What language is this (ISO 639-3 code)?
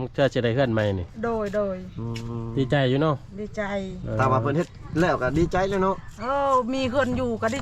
lao